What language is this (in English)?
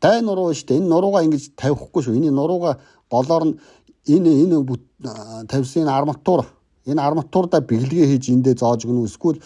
Mongolian